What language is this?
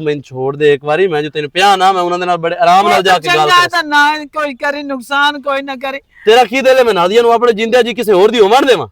Western Panjabi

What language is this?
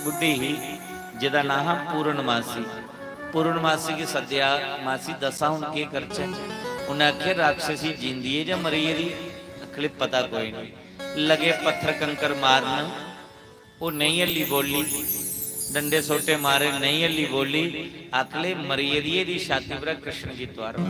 Dogri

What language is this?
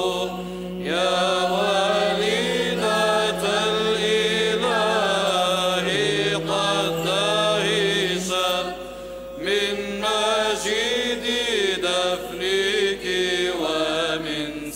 Arabic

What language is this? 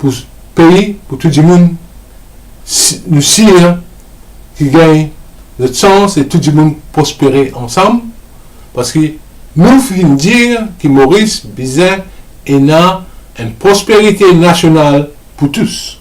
Morisyen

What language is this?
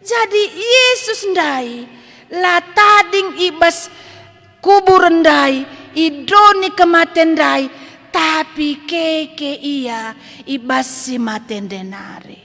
Batak Karo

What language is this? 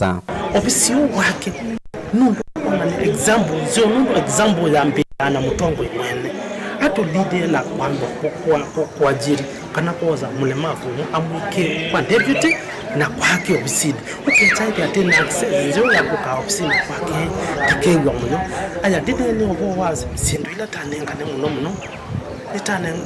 Kamba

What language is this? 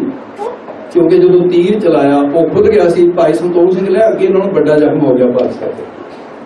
Punjabi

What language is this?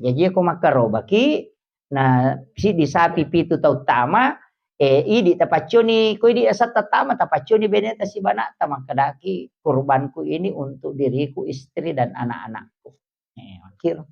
Buginese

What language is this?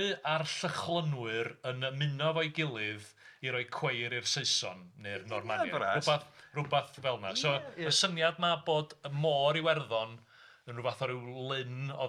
Welsh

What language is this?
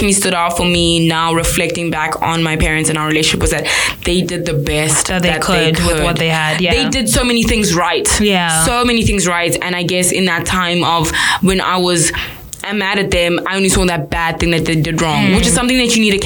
English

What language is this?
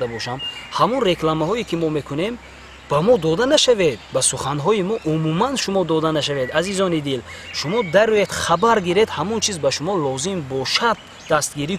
Tajik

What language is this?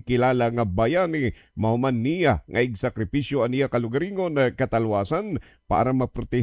Waray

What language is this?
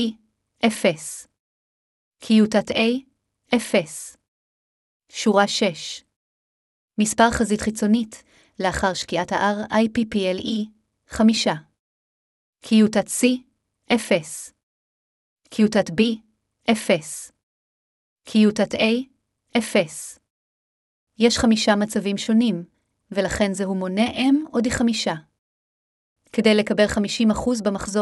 Hebrew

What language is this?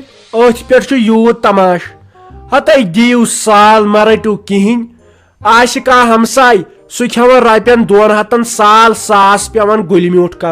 Kashmiri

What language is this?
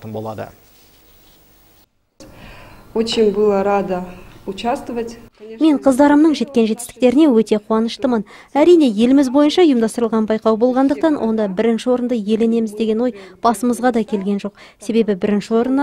Kazakh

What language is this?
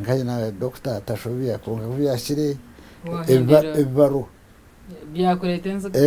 Nyankole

